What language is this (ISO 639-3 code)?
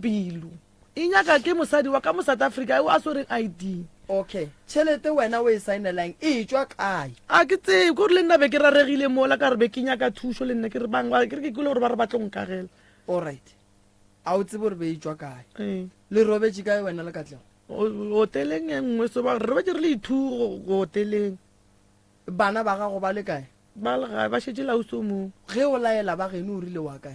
nso